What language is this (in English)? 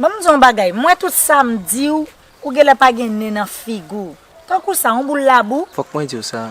Haitian Creole